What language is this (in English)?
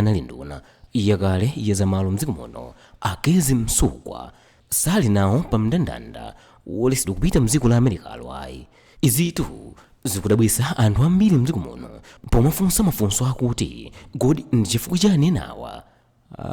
Nyanja